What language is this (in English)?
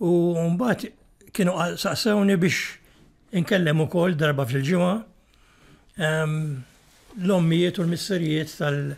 Maltese